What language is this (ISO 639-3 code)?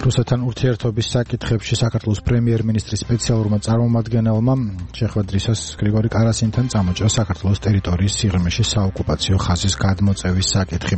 kat